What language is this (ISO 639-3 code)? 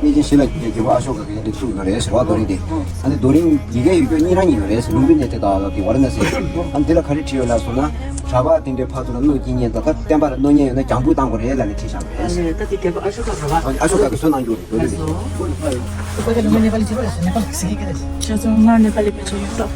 bod